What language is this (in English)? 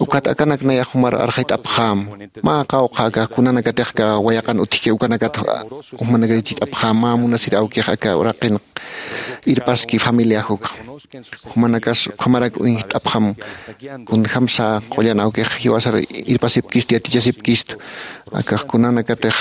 Aymara